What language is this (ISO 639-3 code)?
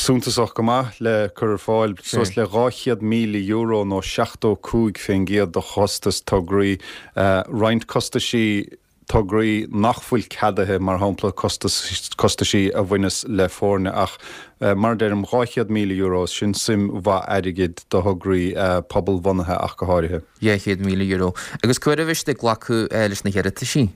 gle